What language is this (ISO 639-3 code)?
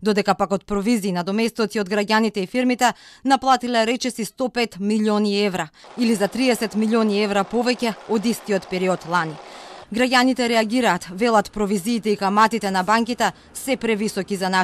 mkd